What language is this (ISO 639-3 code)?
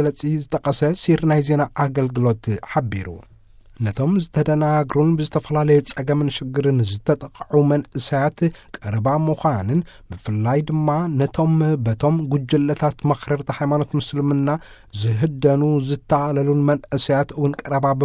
tir